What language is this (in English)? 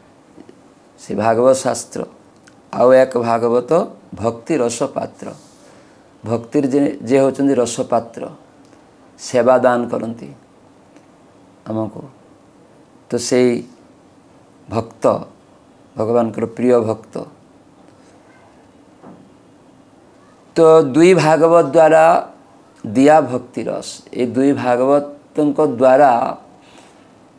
Odia